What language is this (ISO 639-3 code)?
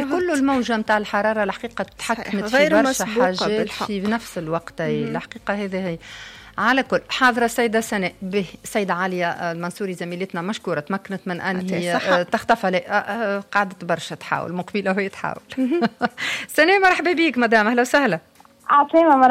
aeb